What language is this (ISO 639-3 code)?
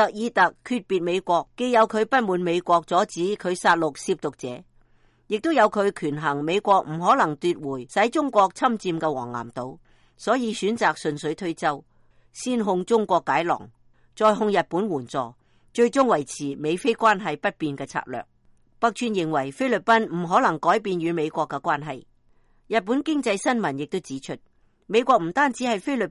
yue